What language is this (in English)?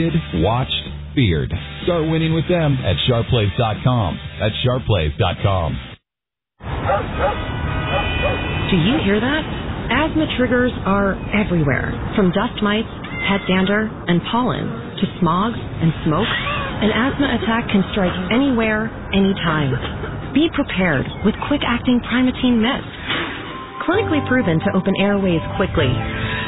English